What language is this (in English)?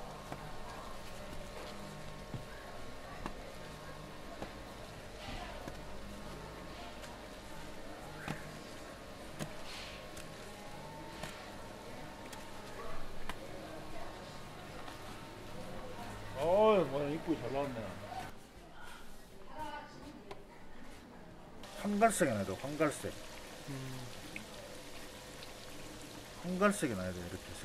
Korean